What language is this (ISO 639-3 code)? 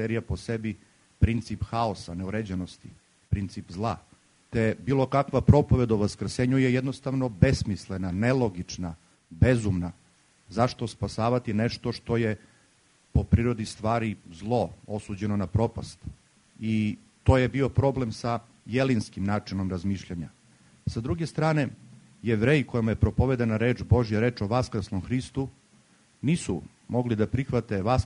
srp